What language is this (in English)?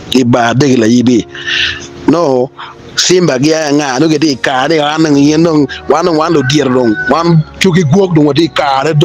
Acoli